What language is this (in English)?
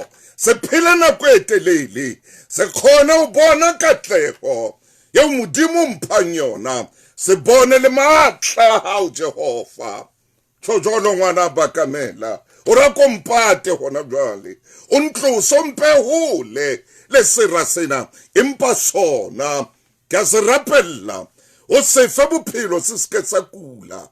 Southern Sotho